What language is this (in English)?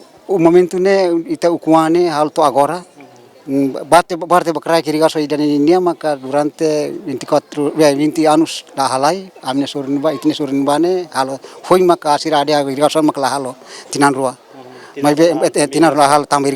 Tetum